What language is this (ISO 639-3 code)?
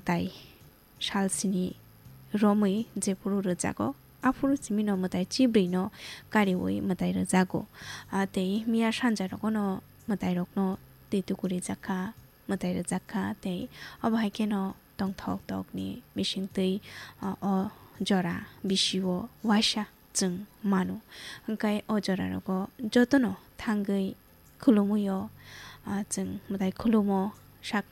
trp